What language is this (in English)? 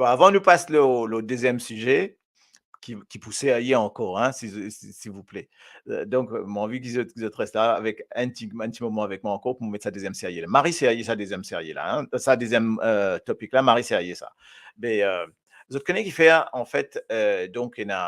Morisyen